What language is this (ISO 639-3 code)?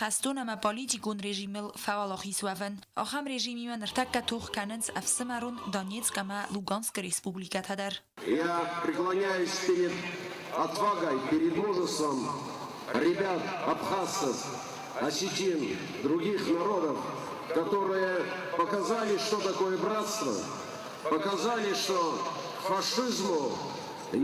oss